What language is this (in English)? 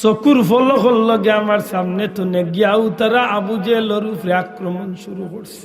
Sylheti